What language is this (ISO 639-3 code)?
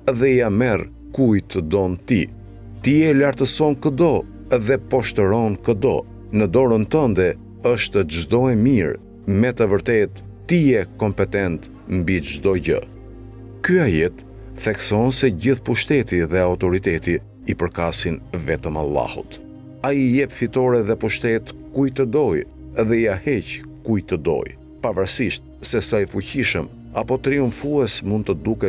sqi